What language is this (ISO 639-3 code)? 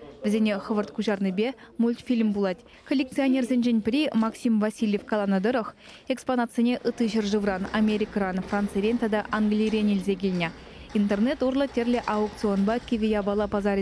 chv